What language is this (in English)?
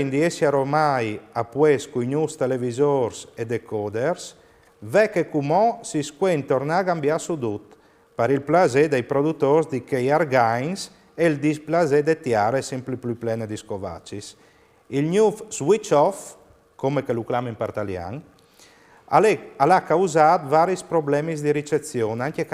Friulian